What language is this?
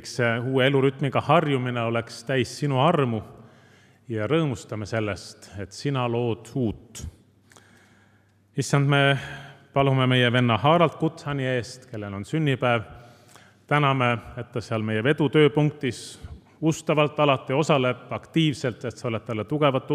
Estonian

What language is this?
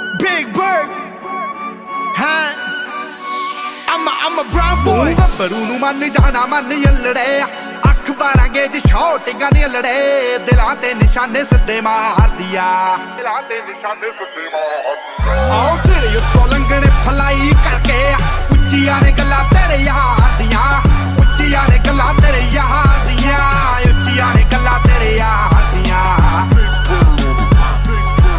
Punjabi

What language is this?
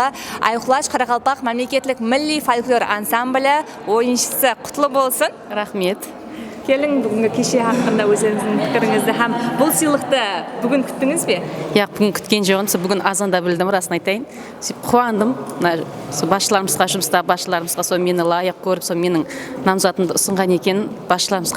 Kara-Kalpak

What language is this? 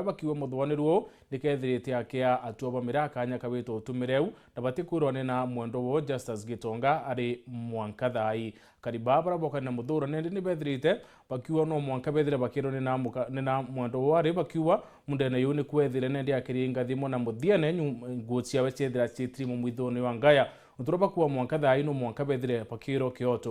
Meru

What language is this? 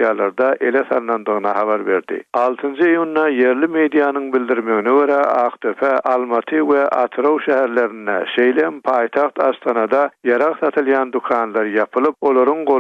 Turkmen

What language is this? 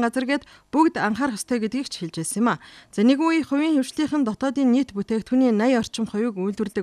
Mongolian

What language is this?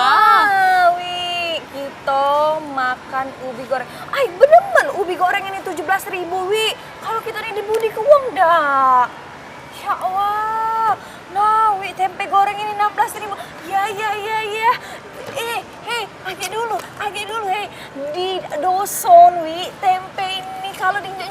Musi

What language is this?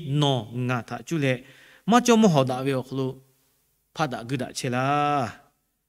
Lahu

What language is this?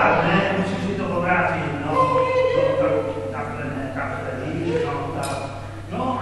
Czech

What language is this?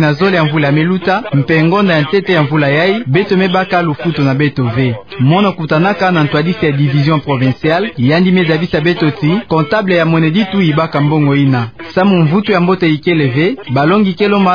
Kituba (Democratic Republic of Congo)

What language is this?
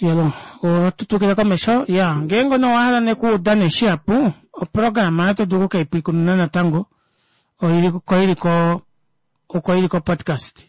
Kuanyama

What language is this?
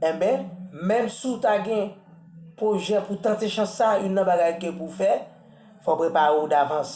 Haitian Creole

